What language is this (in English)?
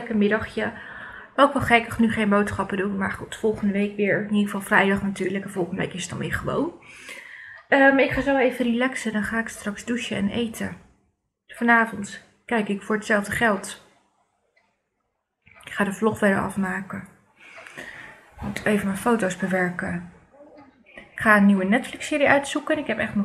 Dutch